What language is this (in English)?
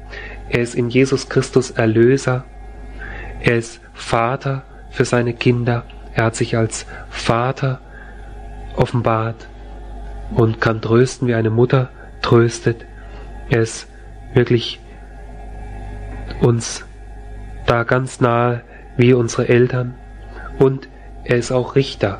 German